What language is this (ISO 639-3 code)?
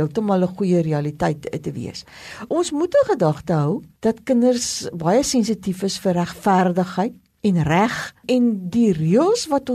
afr